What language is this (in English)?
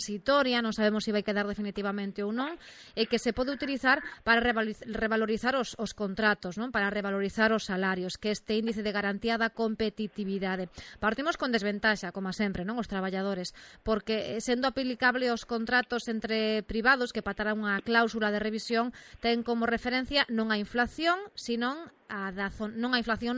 Galician